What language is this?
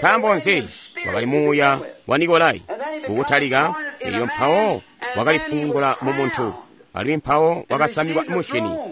Tonga (Zambia)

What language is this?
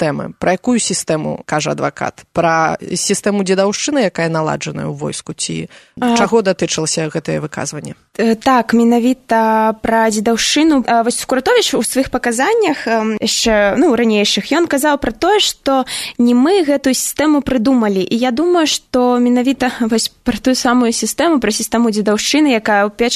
Belarusian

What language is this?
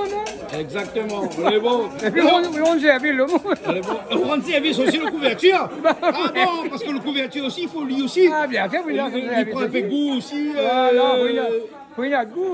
Réunion Creole French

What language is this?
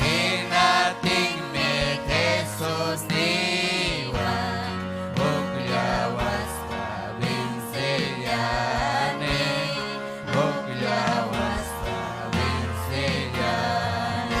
Ayacucho Quechua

